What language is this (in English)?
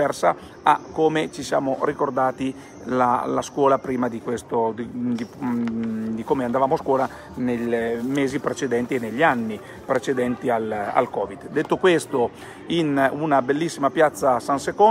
Italian